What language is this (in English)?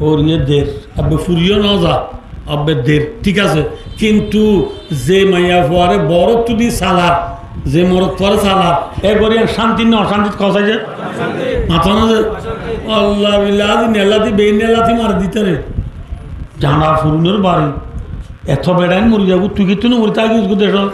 Rohingya